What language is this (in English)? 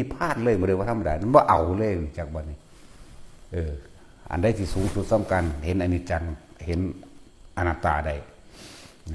Northeastern Thai